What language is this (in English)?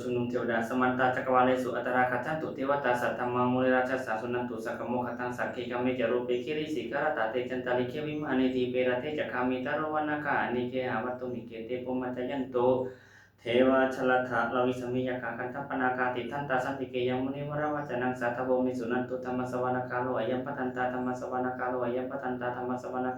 Pali